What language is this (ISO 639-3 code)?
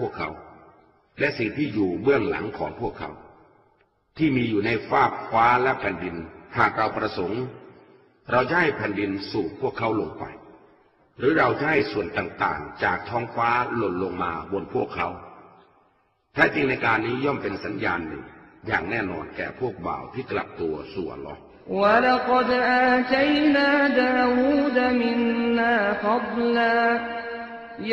tha